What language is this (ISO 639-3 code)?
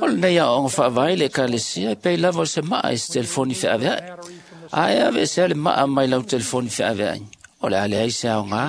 smo